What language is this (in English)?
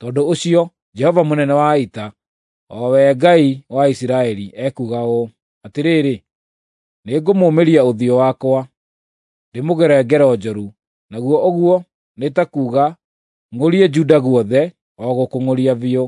Kikuyu